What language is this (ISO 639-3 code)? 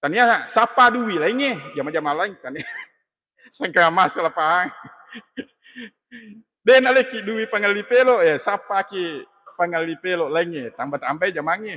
bug